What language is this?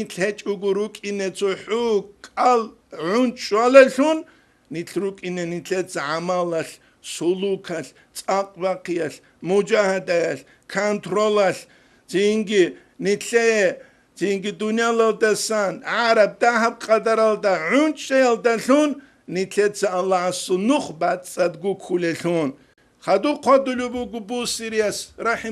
Avaric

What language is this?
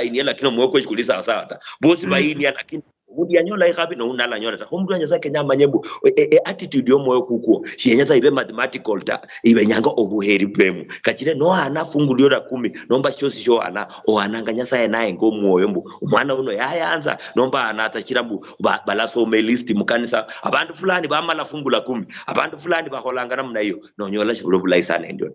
Luyia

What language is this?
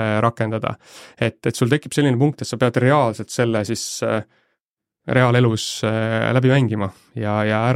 Estonian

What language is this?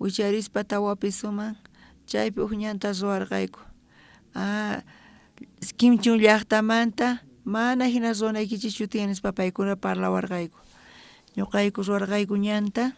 South Bolivian Quechua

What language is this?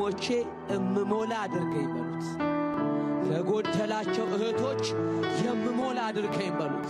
Amharic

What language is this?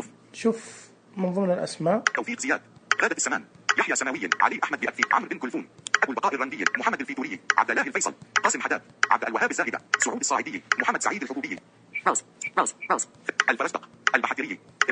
Najdi Arabic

